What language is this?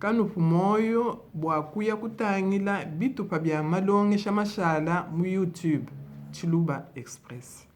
Luba-Lulua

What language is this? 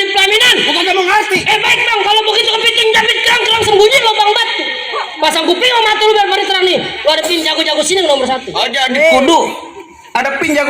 Betawi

